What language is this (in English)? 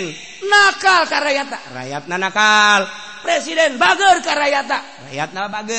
Sundanese